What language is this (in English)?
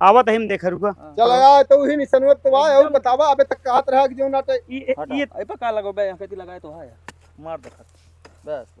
Awadhi